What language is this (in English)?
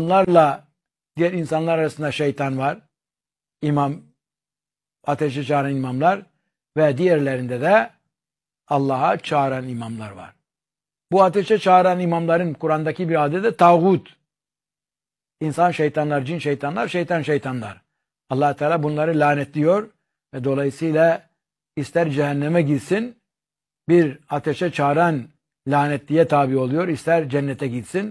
Turkish